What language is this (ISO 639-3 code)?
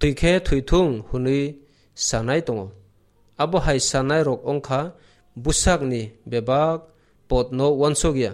trp